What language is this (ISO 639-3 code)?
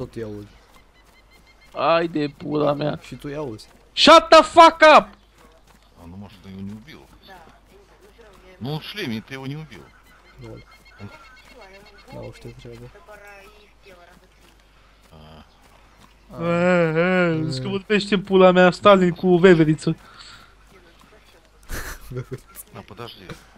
ron